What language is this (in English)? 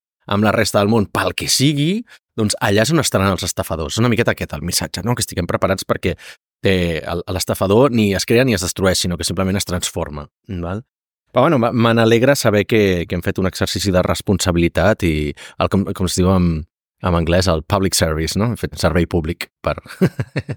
Catalan